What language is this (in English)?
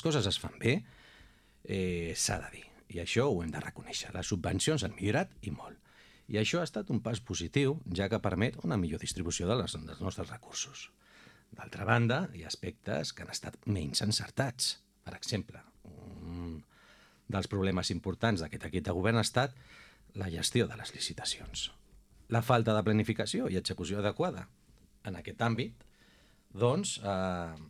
Catalan